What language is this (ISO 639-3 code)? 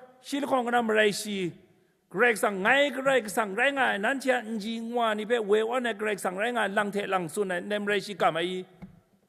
kac